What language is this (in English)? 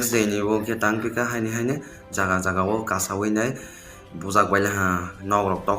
Riang (India)